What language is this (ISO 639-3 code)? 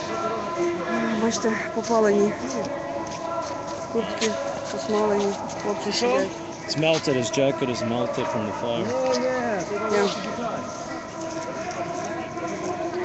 ukr